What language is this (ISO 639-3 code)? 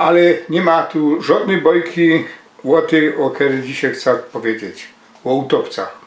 szl